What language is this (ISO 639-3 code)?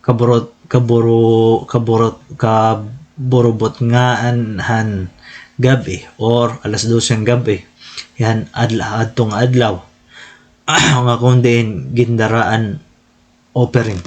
war